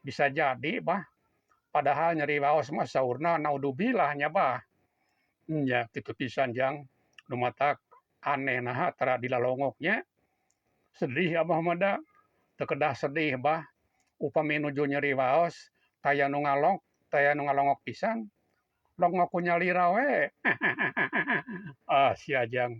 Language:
Sundanese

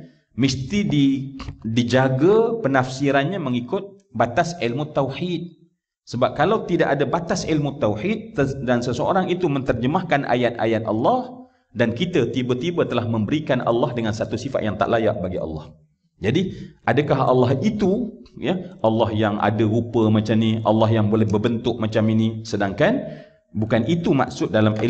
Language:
Malay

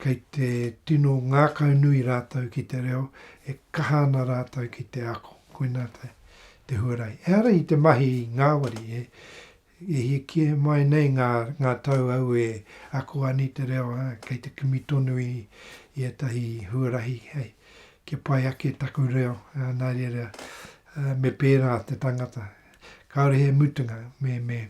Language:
Māori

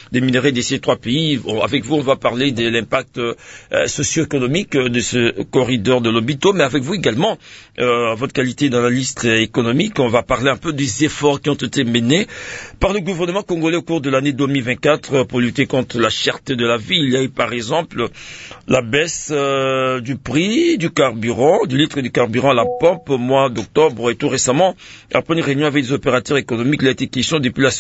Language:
French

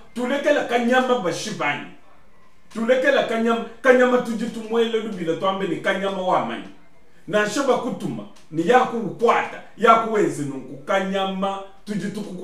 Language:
Luba-Lulua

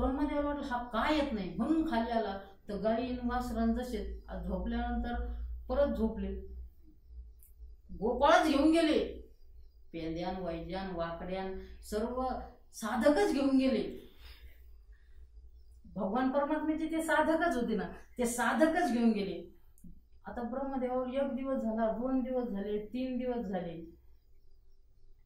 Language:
Marathi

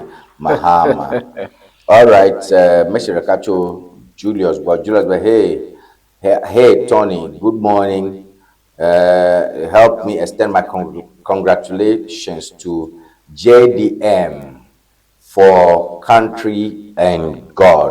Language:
Ewe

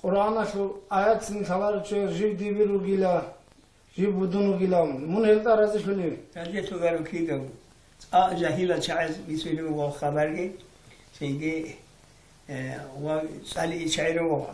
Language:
Avaric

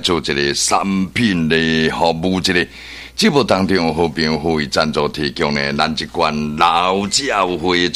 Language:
Min Nan Chinese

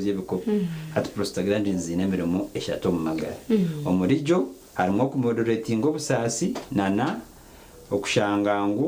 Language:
Nyankole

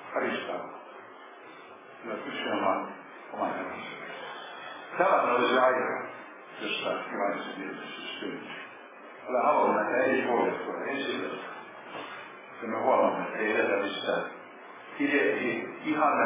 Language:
Finnish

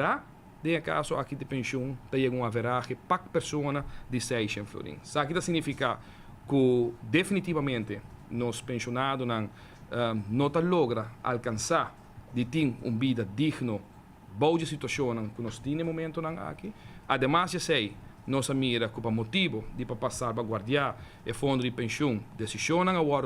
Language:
Papiamento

